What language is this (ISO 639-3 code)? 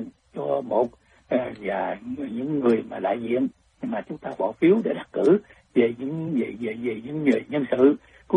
vie